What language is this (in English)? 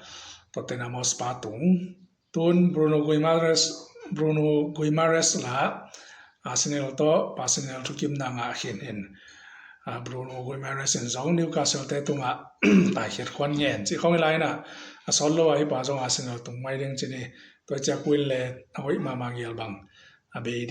Tedim Chin